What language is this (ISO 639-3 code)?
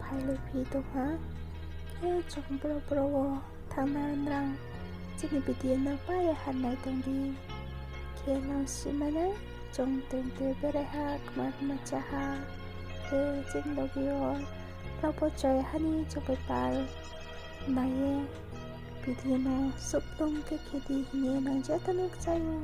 ria